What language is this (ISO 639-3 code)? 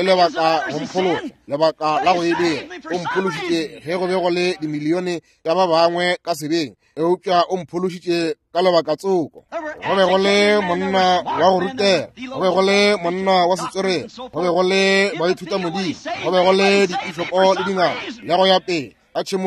nso